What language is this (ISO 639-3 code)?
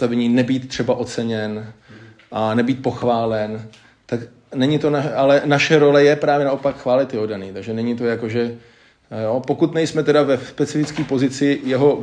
ces